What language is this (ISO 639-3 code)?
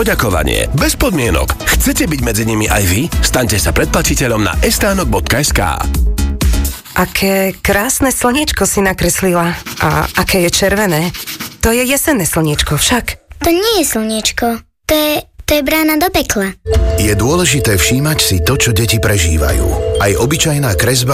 slk